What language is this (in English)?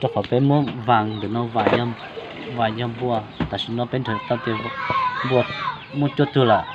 Hmong